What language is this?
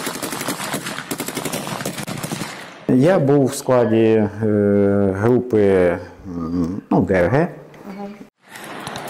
Ukrainian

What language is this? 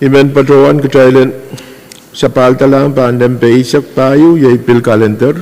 Pohnpeian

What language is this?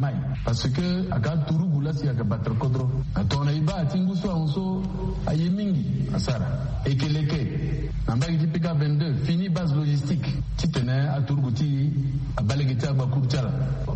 Sango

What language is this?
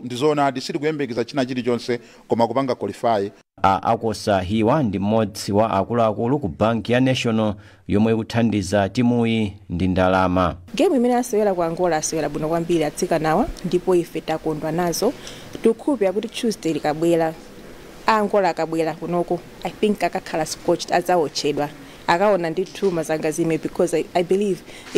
Nyanja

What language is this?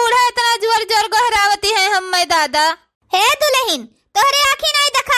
Awadhi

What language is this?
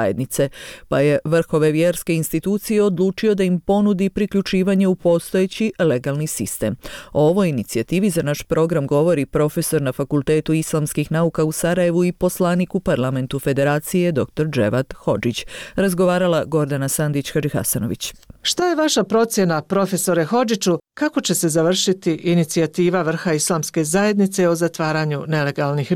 Bosnian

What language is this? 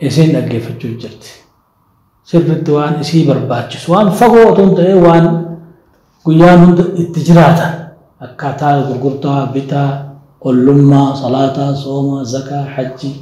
Oromo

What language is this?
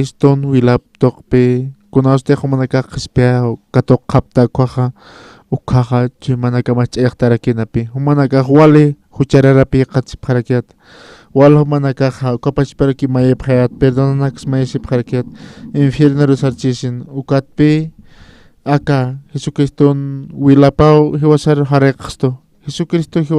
Aymara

